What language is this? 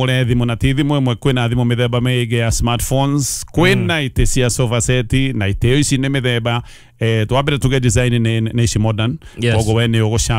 Kikuyu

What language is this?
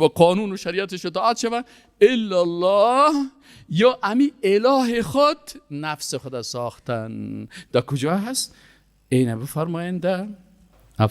Persian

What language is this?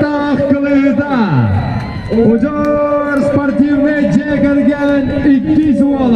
Yakut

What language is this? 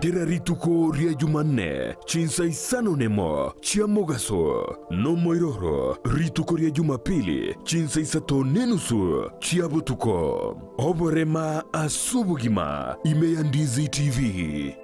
Gusii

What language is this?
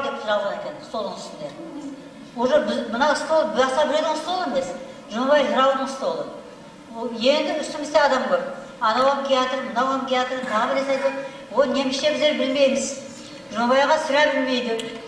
Kara-Kalpak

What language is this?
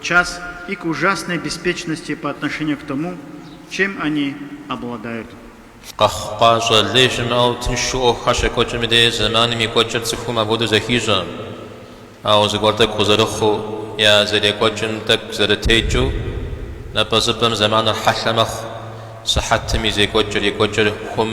Kabardian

